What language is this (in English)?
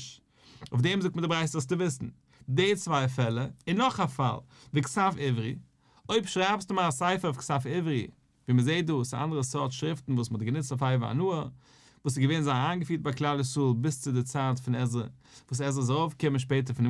Yiddish